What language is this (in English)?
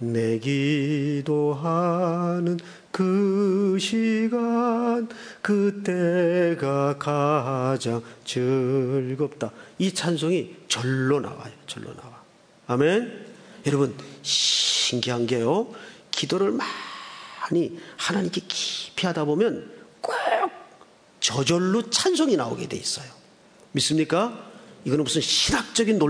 Korean